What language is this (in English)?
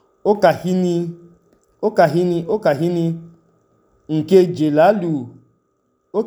Idoma